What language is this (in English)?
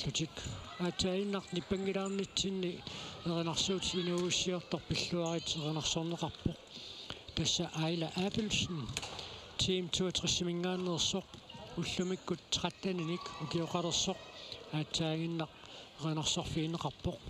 Kalaallisut